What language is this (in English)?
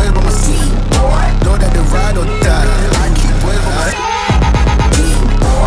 English